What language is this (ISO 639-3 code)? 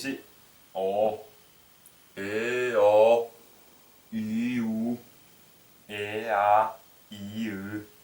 tyv